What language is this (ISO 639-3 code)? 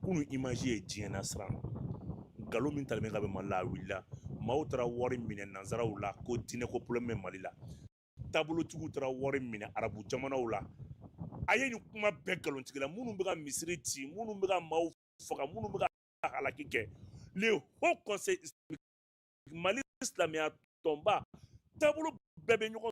bam